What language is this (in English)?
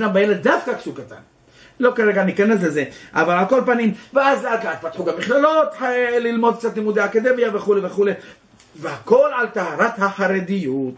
Hebrew